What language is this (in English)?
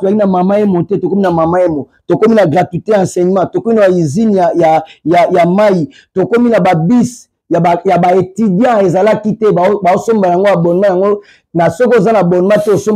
Lingala